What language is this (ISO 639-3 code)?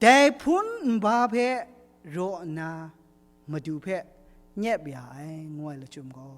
kac